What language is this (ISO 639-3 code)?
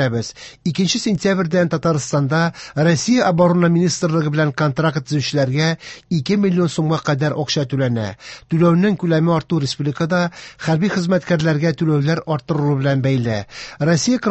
tat